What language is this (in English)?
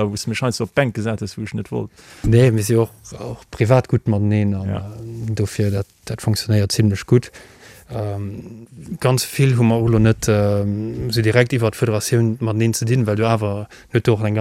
Luxembourgish